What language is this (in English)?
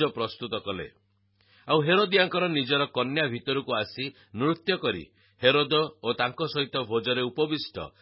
Odia